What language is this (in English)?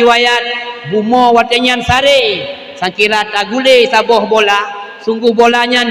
Achinese